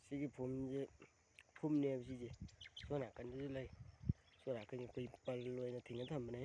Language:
Manipuri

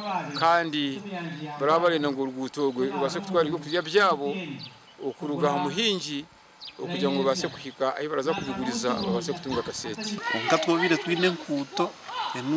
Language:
Nyankole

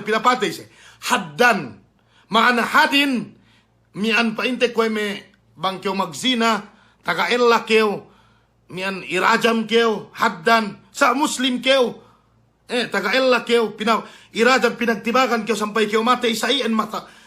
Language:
Yakan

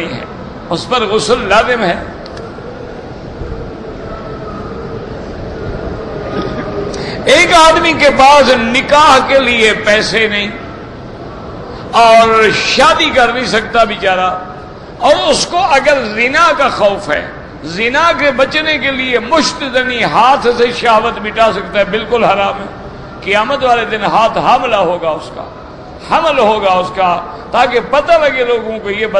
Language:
Urdu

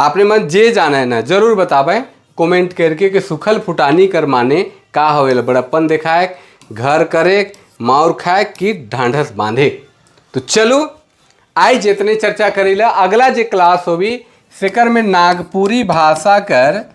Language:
Sadri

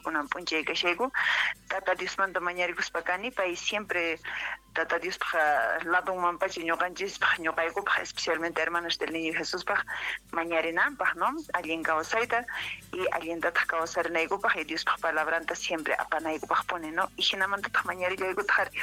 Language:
Quechua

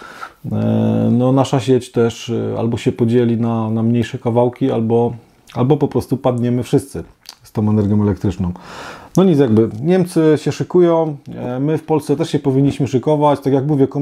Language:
Polish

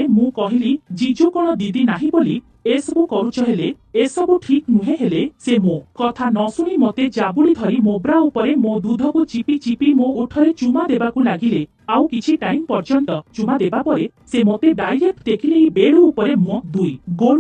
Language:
Odia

